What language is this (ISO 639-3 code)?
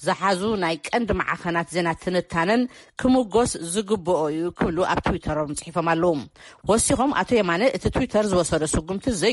tir